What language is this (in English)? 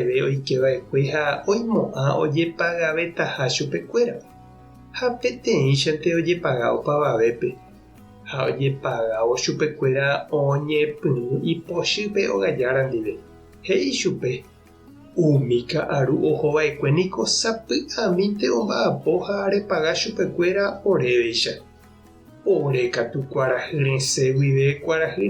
Guarani